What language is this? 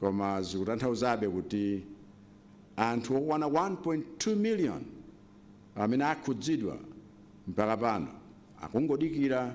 Nyanja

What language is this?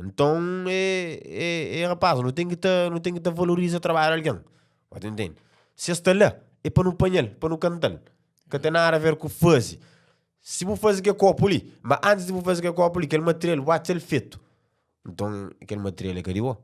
Kabuverdianu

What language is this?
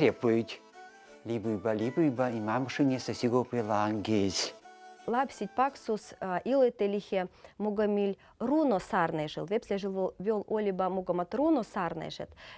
Veps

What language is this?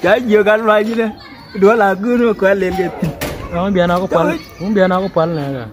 Nuer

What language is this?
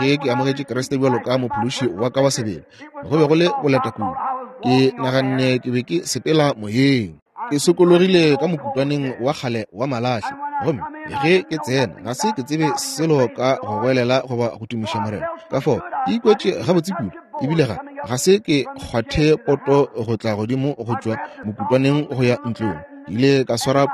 Northern Sotho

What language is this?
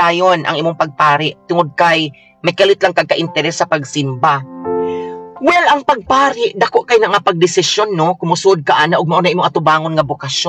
Cebuano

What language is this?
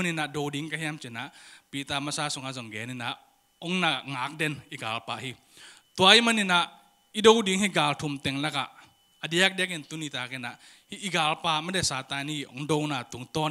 Tedim Chin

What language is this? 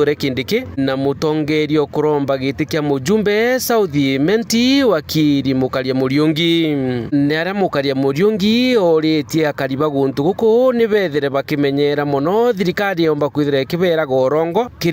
Meru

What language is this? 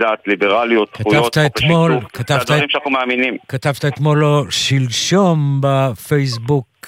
Hebrew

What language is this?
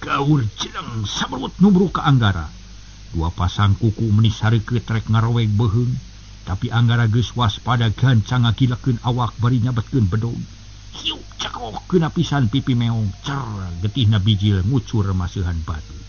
Sundanese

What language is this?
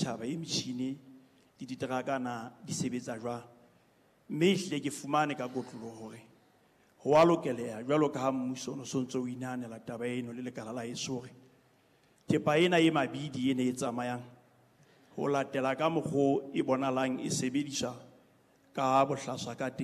Southern Sotho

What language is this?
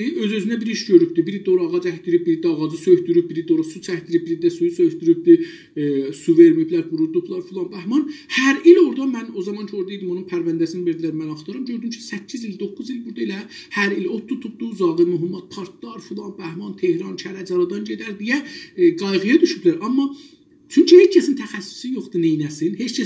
South Azerbaijani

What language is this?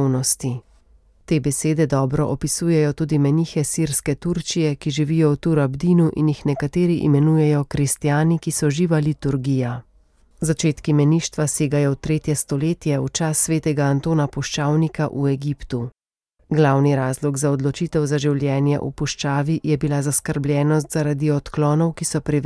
Slovenian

